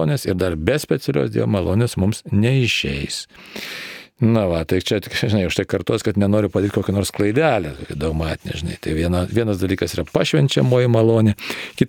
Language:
Lithuanian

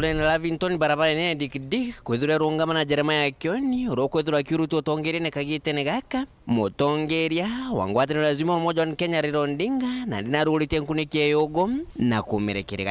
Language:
Meru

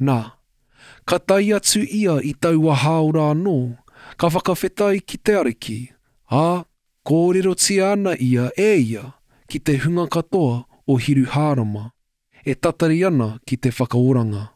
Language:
Māori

